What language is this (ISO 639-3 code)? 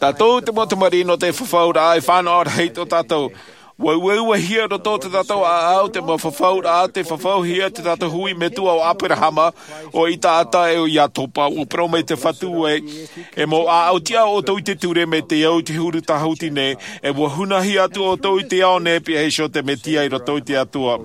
tah